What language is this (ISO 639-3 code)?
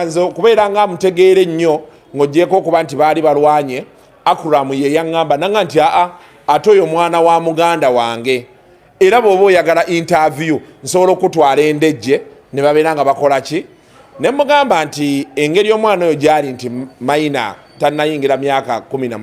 lug